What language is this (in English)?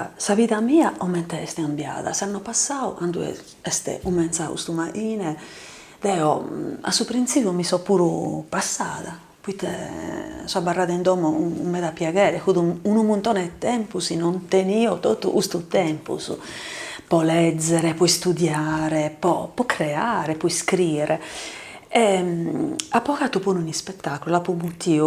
Sardinian